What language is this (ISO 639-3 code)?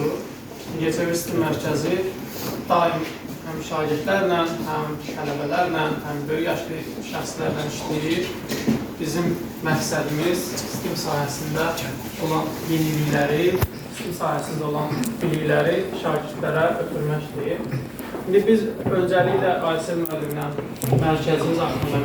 aze